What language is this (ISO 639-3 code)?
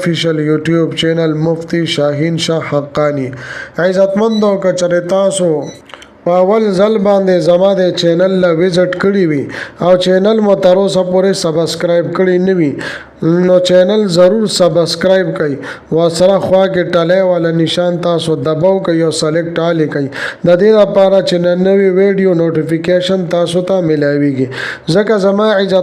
pus